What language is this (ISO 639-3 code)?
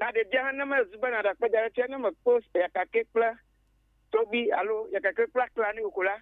ewe